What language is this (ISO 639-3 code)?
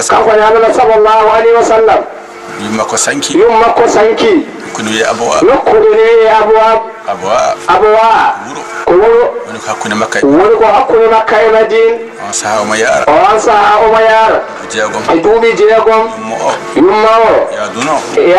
ful